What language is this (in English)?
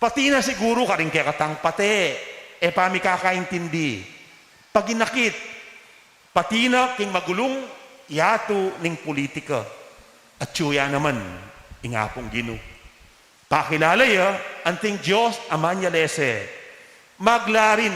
Pampanga